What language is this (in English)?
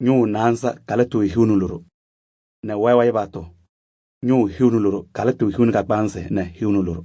Kabiyè